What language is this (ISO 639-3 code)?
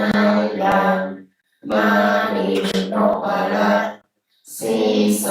pli